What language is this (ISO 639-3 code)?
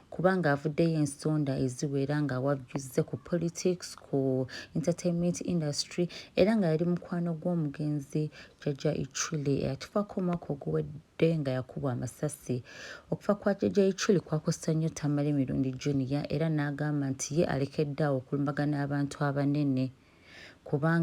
lug